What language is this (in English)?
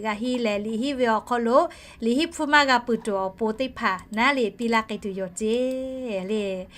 Lahu